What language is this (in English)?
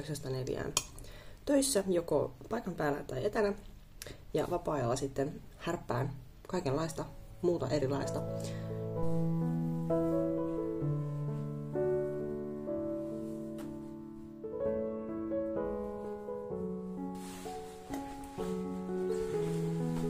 Finnish